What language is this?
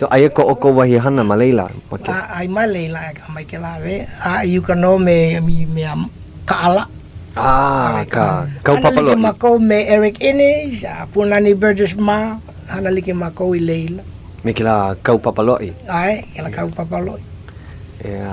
Hawaiian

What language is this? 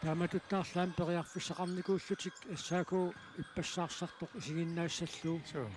Kalaallisut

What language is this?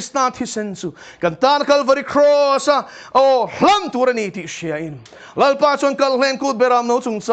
Mizo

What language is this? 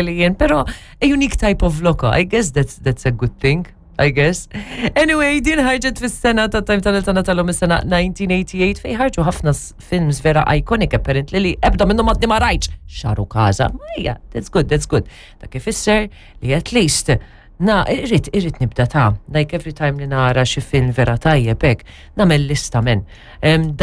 Maltese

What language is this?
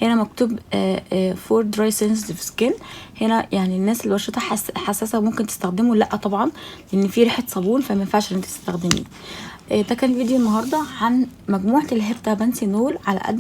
Egyptian Arabic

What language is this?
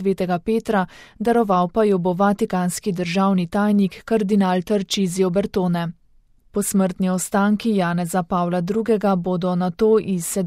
Slovenian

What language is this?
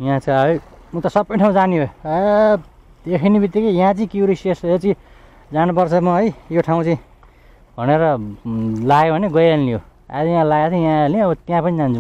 Nepali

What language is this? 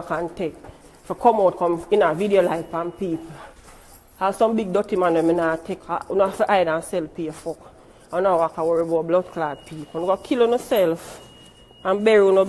Jamaican Creole English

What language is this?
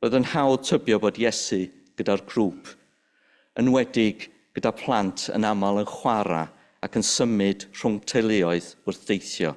Welsh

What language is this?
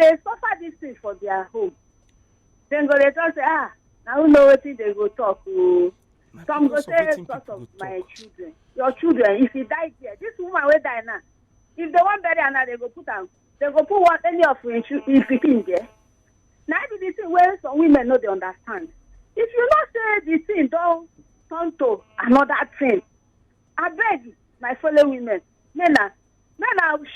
Nigerian Pidgin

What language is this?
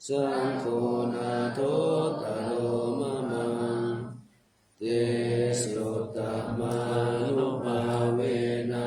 Pali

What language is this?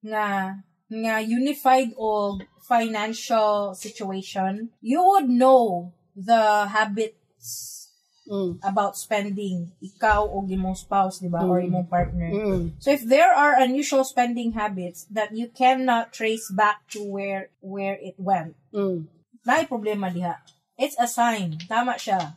Cebuano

